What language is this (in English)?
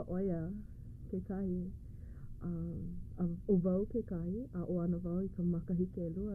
Hawaiian